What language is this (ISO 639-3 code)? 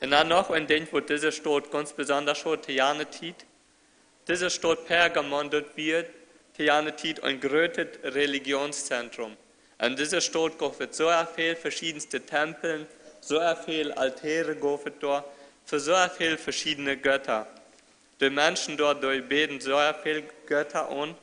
pdt